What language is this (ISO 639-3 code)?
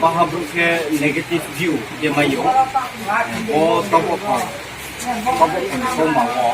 ria